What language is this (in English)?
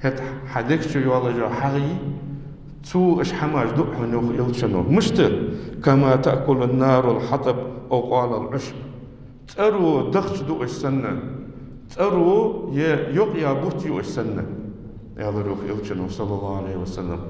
Ingush